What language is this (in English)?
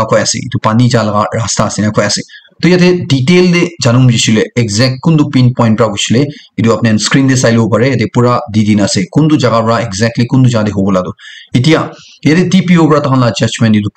Naga Pidgin